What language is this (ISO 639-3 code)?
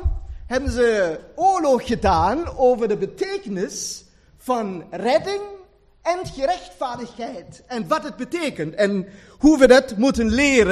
nld